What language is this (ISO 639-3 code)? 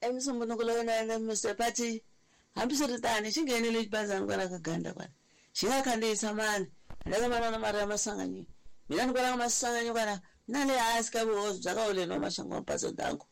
tso